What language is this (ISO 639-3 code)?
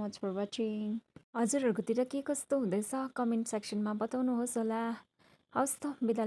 nep